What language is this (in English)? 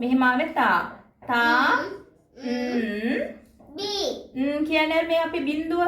Sinhala